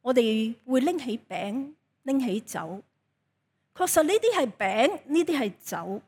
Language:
Cantonese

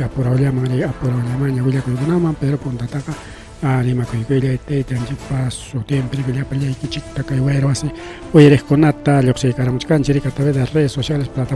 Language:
Ayacucho Quechua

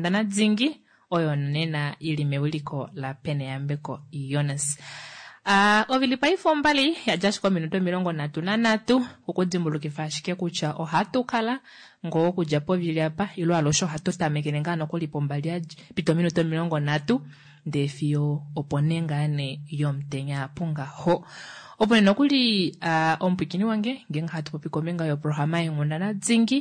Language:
Kuanyama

